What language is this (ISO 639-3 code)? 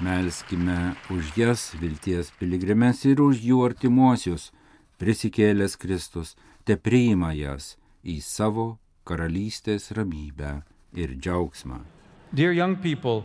lit